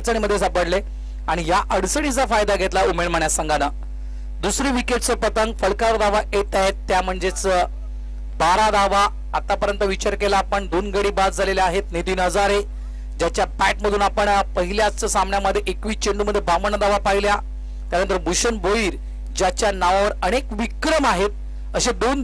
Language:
Marathi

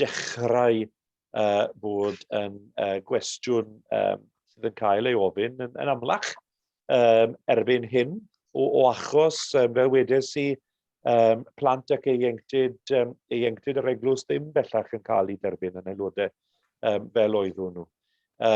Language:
Welsh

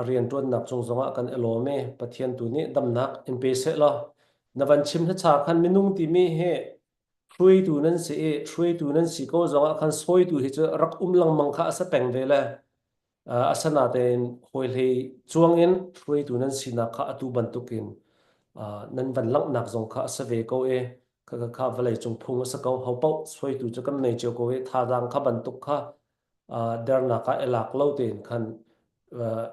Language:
Hakha Chin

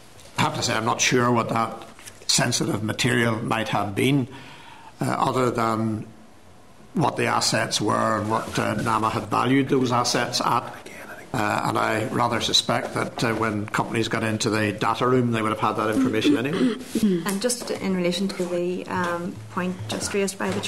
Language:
English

